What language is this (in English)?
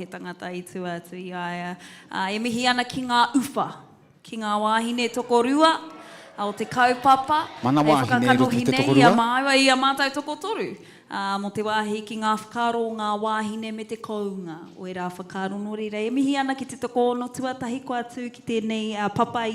Māori